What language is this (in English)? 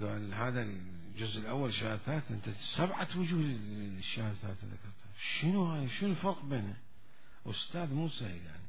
Mesopotamian Arabic